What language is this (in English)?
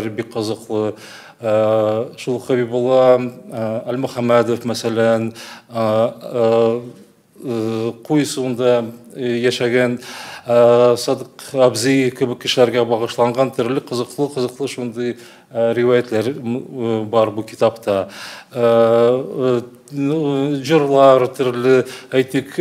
Tatar